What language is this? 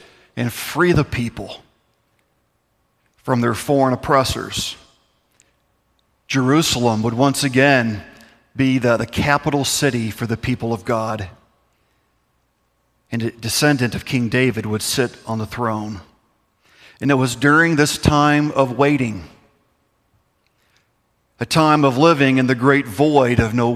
English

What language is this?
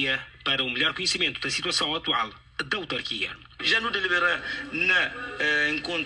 Kabuverdianu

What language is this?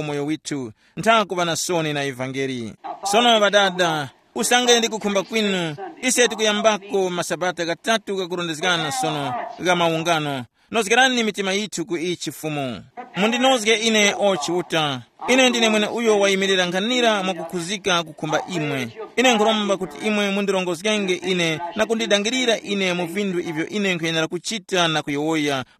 Tumbuka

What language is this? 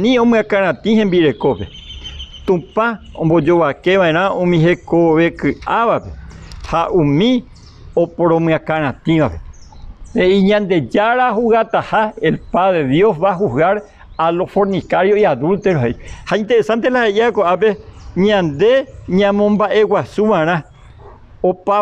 Guarani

